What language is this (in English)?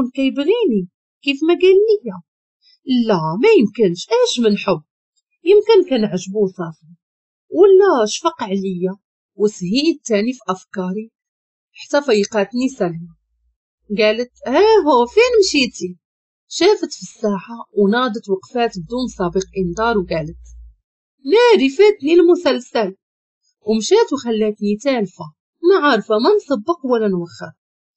Moroccan Arabic